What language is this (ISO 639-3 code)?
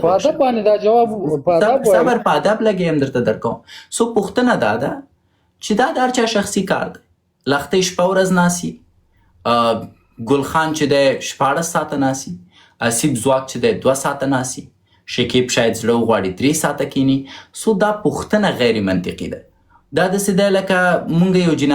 pus